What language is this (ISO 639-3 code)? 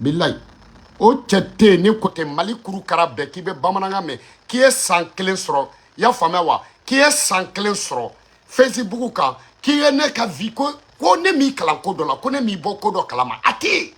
bam